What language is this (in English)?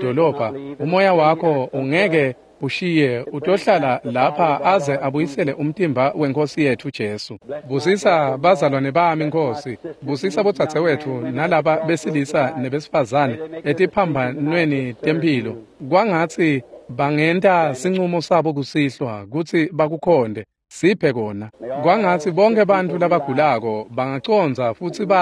Swati